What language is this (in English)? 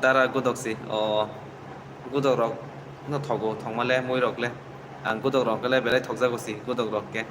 Kok Borok